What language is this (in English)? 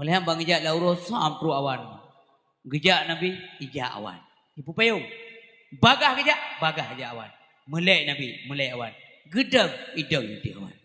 Achinese